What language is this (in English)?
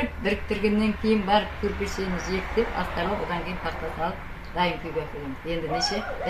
Kazakh